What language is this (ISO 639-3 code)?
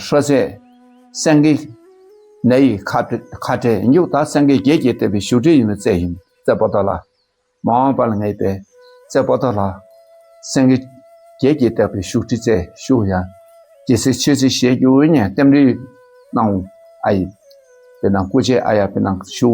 dka